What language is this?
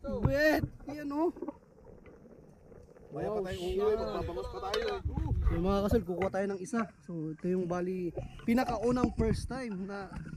Filipino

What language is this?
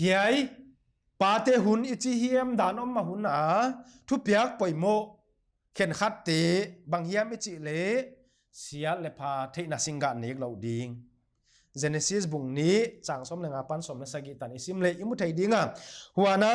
Paite Chin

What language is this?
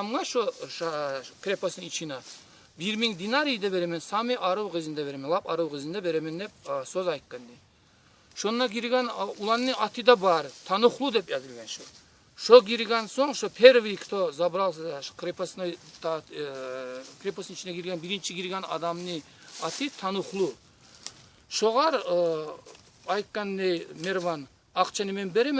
Kumyk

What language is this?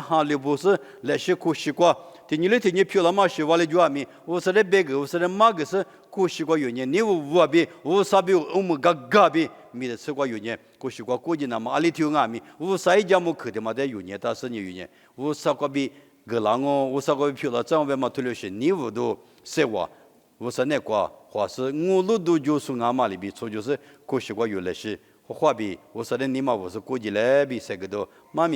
Lisu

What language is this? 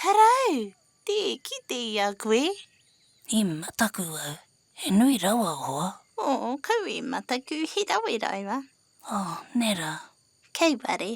Māori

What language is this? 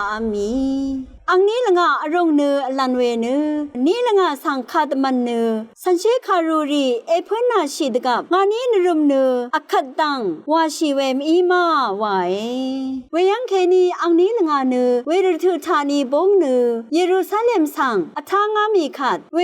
Rawang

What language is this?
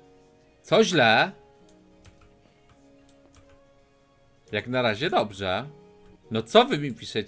Polish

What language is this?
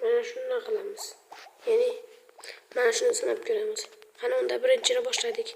Uzbek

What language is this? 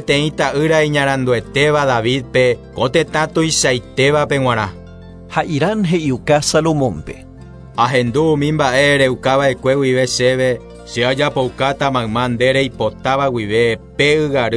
Guarani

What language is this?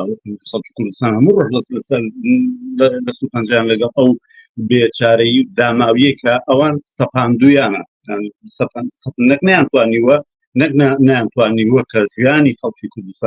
Central Kurdish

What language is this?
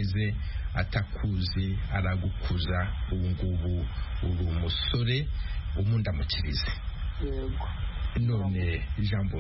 Kinyarwanda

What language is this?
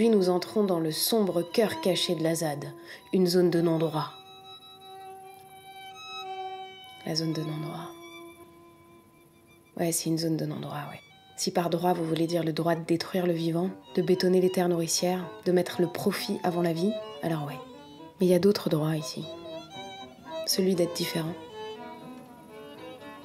French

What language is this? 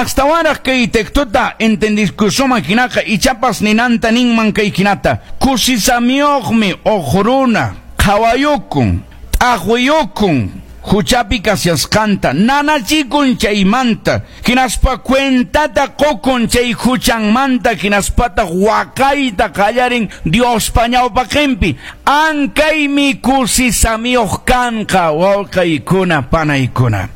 Quechua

